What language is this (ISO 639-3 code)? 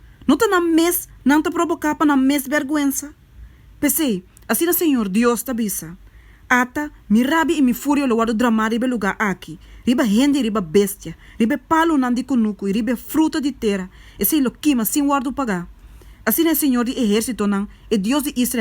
pap